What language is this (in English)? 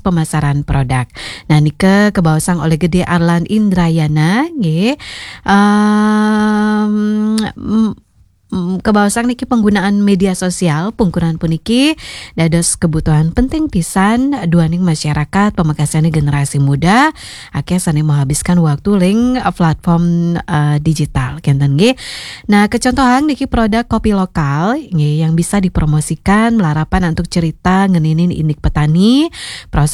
Balinese